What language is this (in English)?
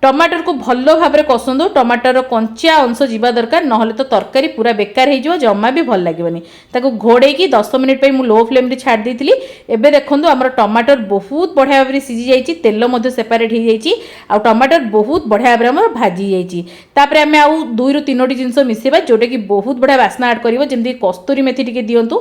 Odia